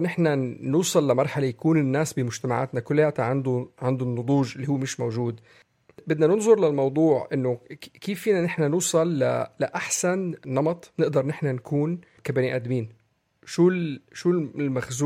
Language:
North Levantine Arabic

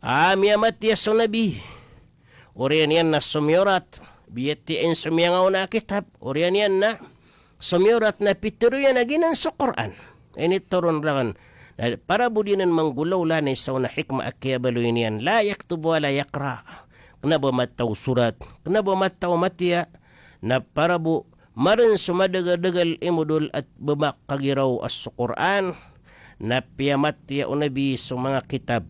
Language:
Maranao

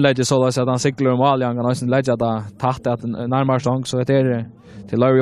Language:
Faroese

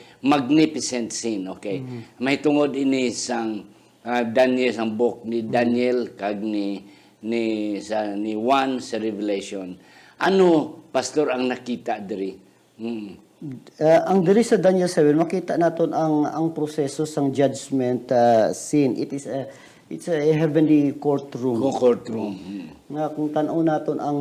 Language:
Hiligaynon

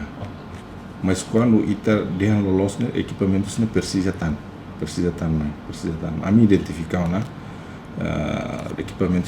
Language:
Tetum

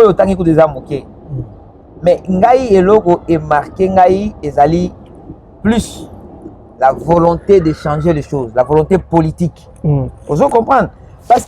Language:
Lingala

